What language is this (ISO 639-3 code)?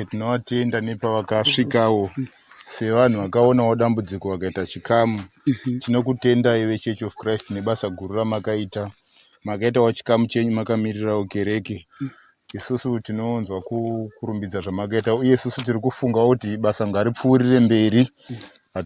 sna